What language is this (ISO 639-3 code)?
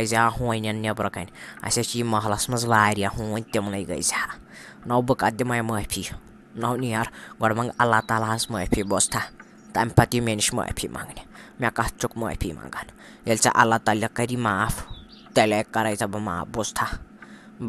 kas